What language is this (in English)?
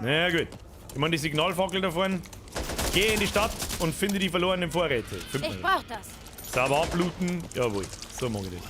Bavarian